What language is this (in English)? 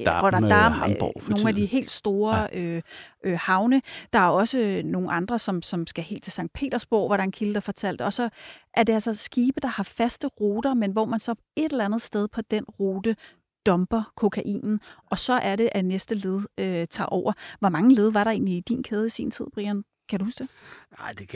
Danish